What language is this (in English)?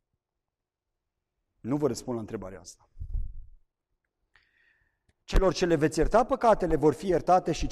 Romanian